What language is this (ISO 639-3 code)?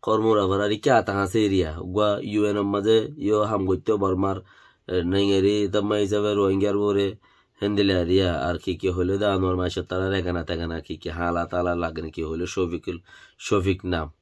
rhg